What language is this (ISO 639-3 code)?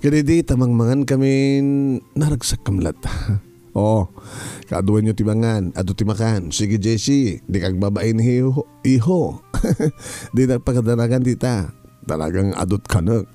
ilo